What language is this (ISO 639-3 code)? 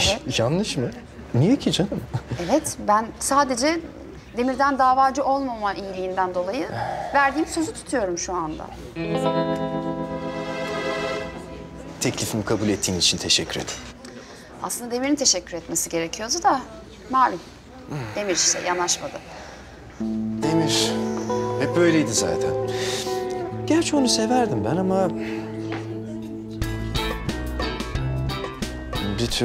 tur